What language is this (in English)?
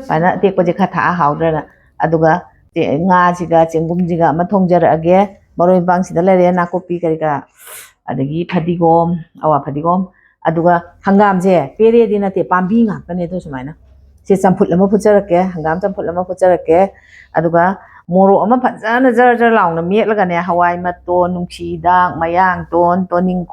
Manipuri